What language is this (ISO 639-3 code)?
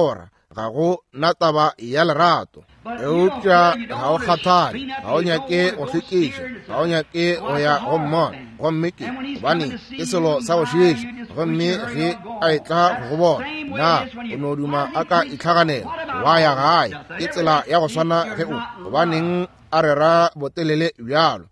nso